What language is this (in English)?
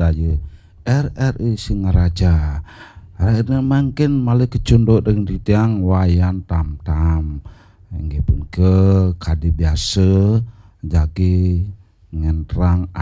Balinese